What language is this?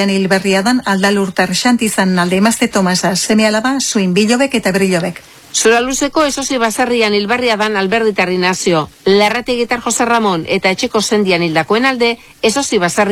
Basque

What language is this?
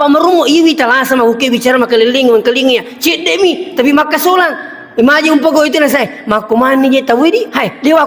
Buginese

